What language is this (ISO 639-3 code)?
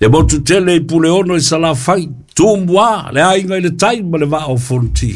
smo